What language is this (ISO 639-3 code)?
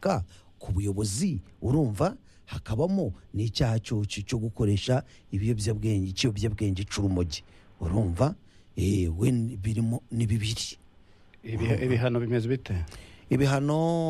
kin